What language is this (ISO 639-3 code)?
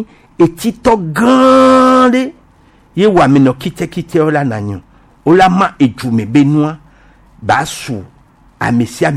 gej